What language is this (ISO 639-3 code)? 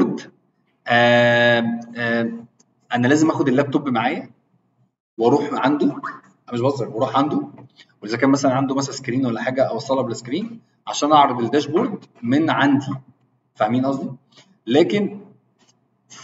arz